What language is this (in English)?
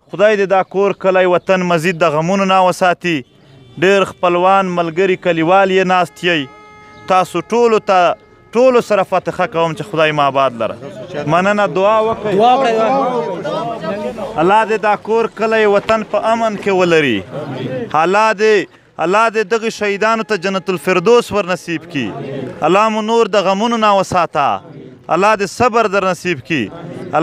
Pashto